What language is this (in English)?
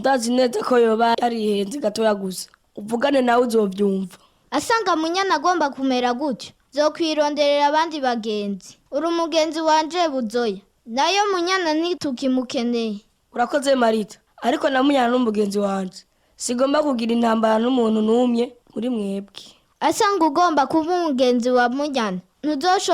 Rundi